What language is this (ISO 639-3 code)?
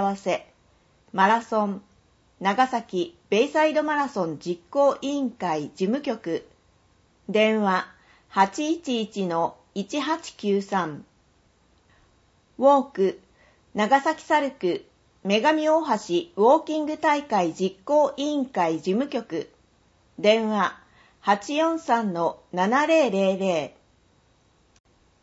jpn